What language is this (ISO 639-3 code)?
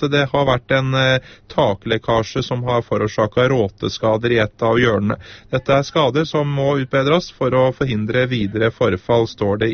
nor